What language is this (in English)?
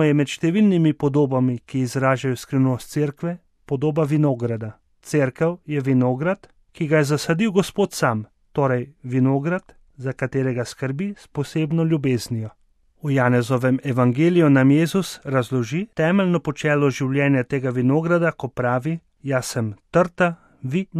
Slovenian